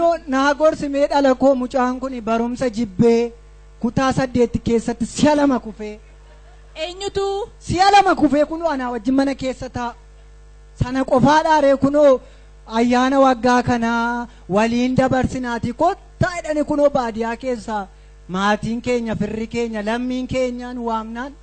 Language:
Oromo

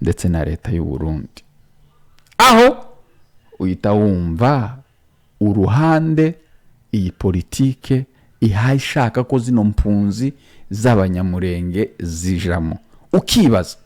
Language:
Kinyarwanda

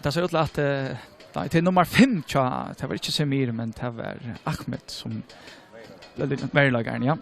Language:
Faroese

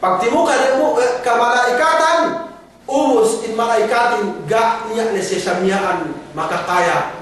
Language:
Yakan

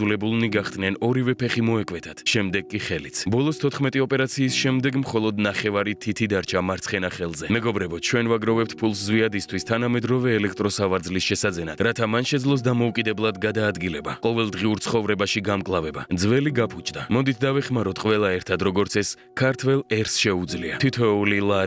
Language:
Georgian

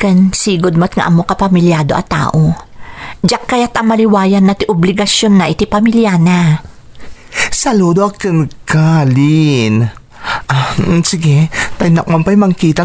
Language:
Iloko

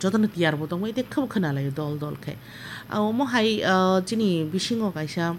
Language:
Kok Borok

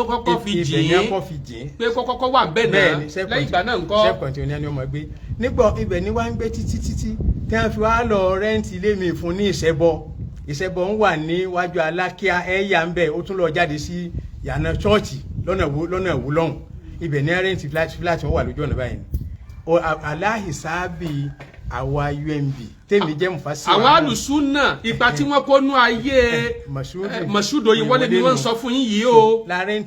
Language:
Yoruba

